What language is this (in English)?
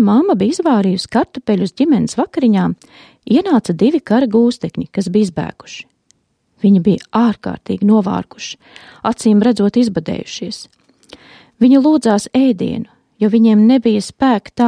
Latvian